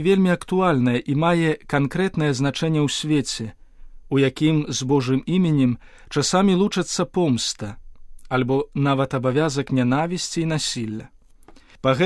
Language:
Belarusian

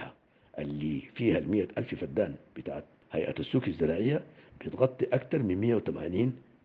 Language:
Sudanese Arabic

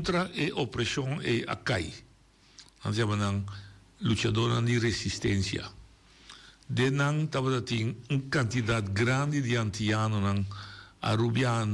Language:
Papiamento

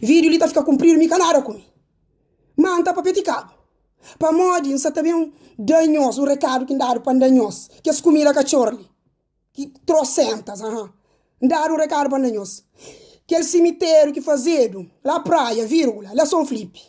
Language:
Kabuverdianu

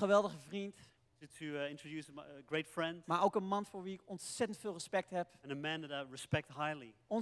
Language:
Dutch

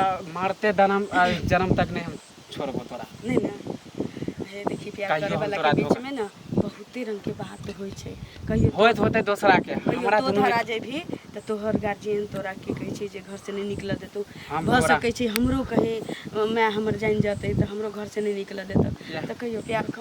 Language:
Maithili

